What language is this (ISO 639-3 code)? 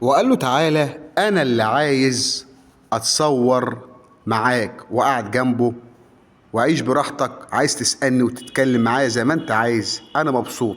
arz